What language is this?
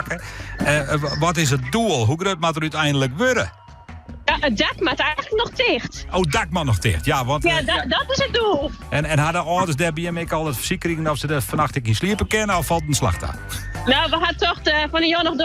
Western Frisian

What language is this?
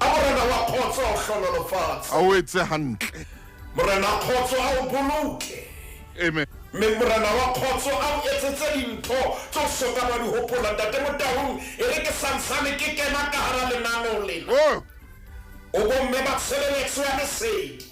Southern Sotho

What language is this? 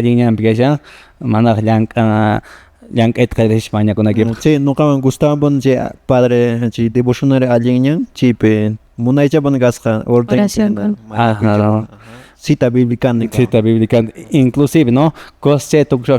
Quechua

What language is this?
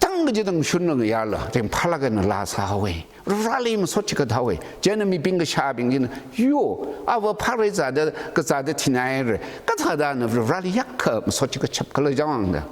Tangkhul Naga (India)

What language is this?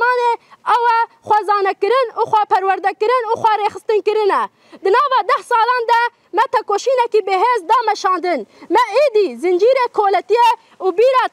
Kurdish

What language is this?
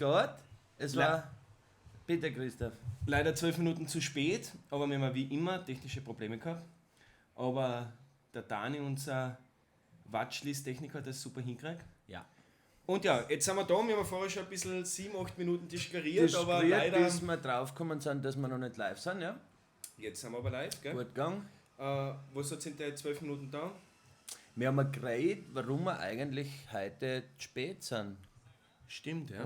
Bavarian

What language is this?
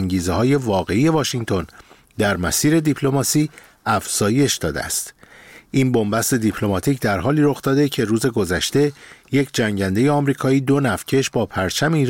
Persian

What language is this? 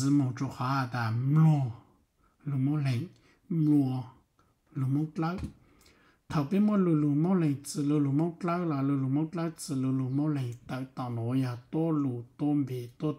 Hmong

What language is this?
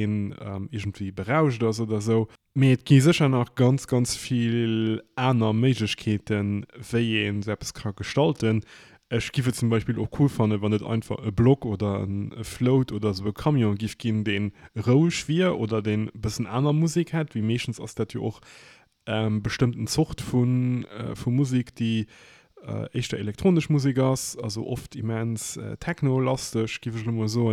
Luxembourgish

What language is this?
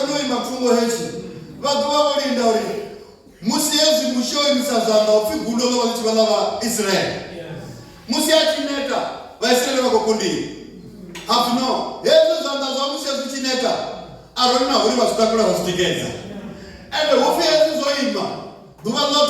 Venda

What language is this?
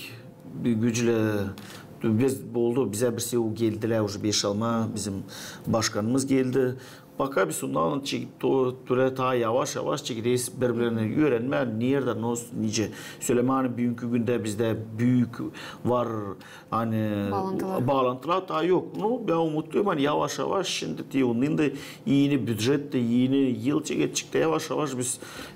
Gagauz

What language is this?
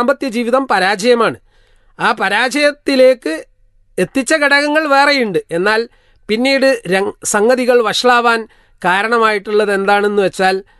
Malayalam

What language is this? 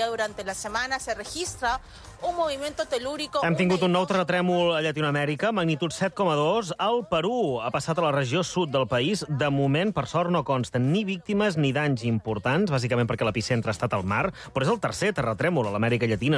Catalan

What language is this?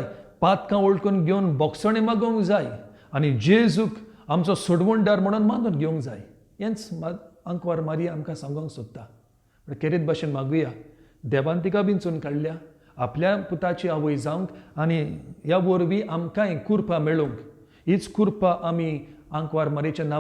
Konkani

